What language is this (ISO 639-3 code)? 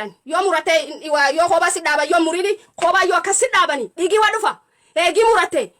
orm